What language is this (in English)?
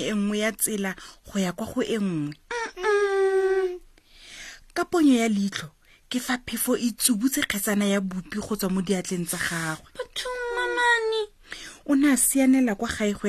Tswana